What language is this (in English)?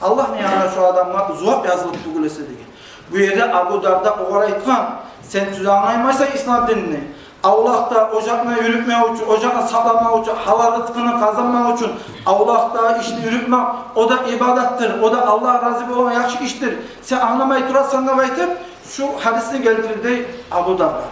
Kumyk